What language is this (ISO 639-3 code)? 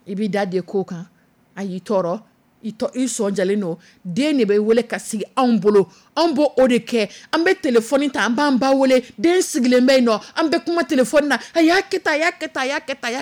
dyu